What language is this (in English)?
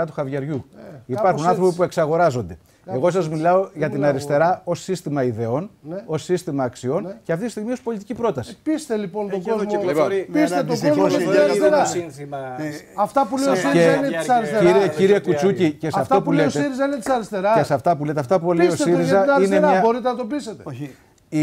Greek